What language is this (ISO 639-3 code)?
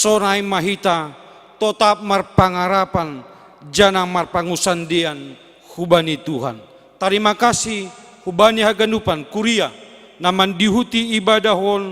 bts